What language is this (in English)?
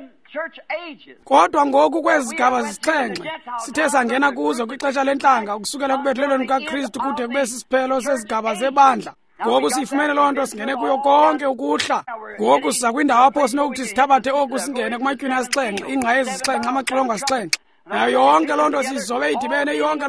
Xhosa